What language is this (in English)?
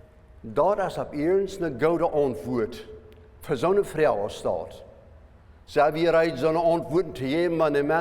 Plautdietsch